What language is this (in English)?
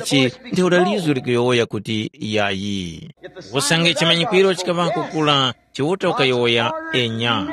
Tumbuka